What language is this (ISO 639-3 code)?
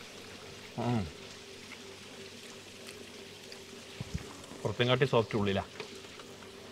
mal